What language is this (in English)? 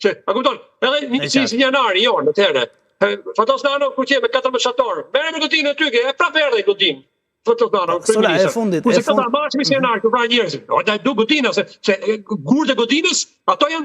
Albanian